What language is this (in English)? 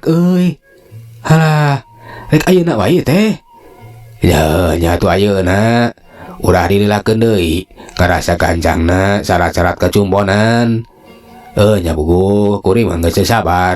Sundanese